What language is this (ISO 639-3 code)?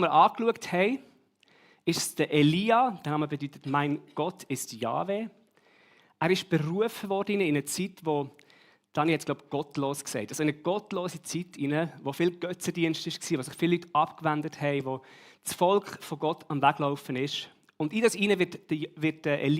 gsw